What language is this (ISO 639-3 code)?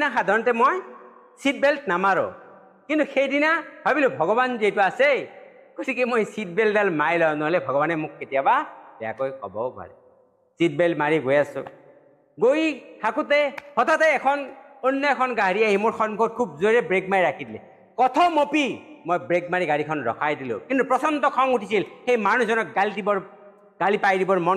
asm